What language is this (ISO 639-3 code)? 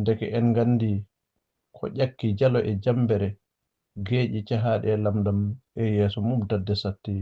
ful